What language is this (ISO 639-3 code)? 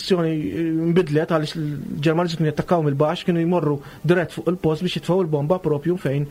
mlt